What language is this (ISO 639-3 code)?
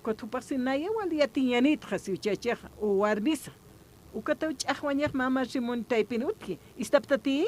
aym